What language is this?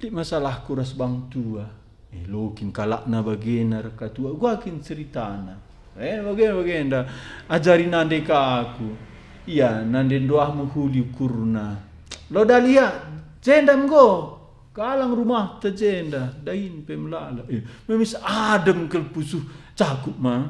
Batak Karo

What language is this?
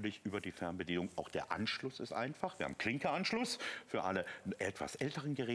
German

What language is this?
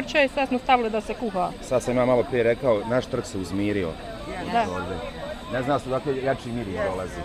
Bosnian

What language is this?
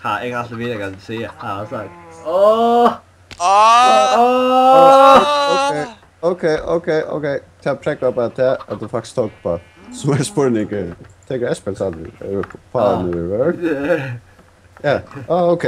Faroese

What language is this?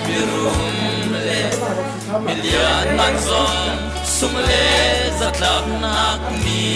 Hakha Chin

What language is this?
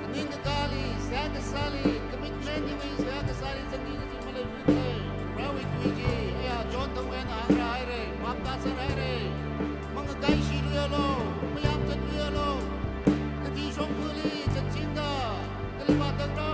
Tangkhul Naga (India)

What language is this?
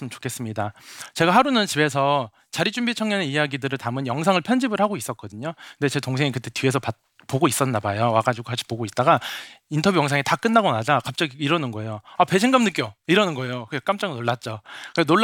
Korean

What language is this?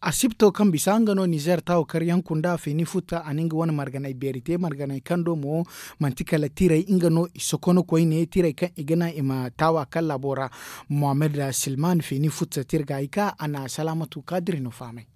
Zarma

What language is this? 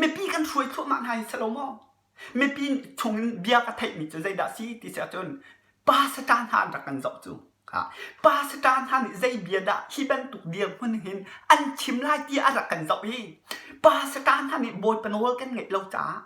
Hakha Chin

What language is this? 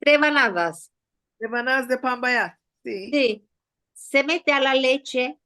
Ladino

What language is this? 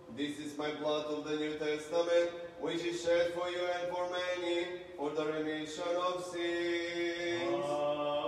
English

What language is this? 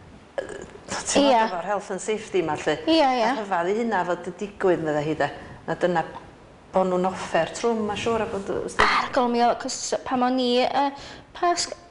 Welsh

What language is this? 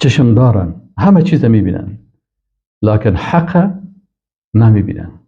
Persian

